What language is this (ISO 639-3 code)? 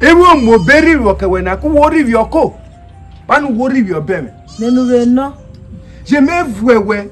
urh